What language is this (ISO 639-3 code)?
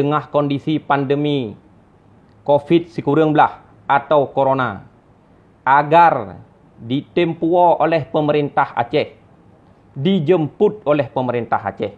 ace